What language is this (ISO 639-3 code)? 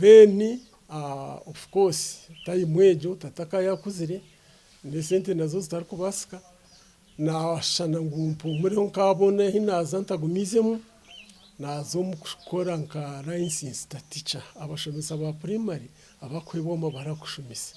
nyn